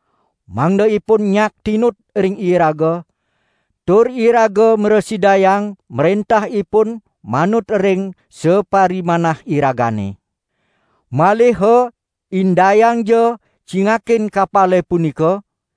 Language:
Balinese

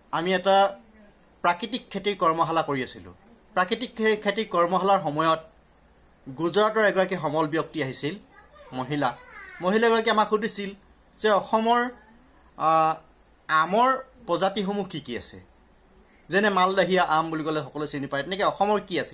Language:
Assamese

